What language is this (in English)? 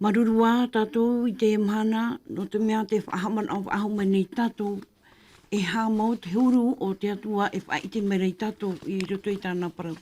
Tahitian